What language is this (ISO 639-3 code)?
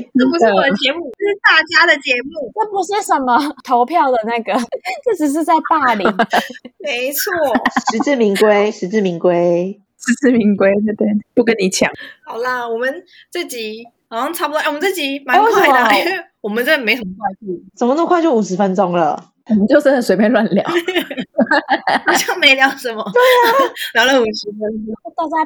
zho